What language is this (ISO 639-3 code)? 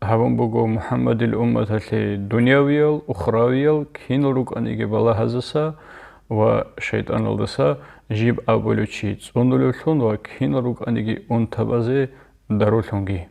ava